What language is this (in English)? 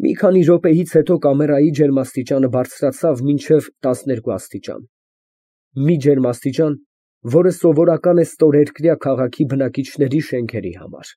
Armenian